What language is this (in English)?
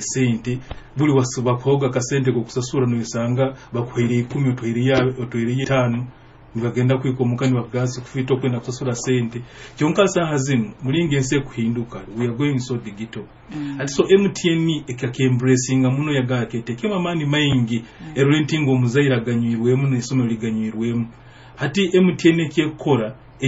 Nyoro